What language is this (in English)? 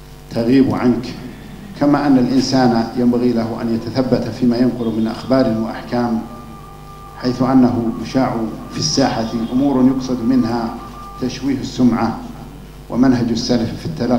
Arabic